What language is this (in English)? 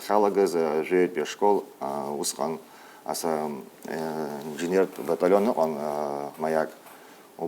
Abkhazian